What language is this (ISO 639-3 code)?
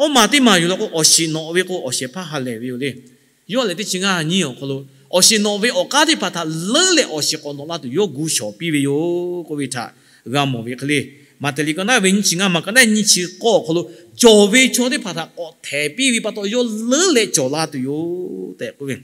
lhu